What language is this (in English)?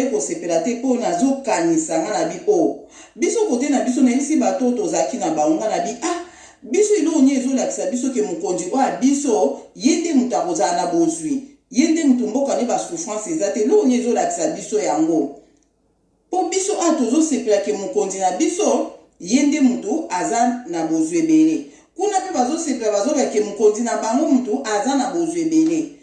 Lingala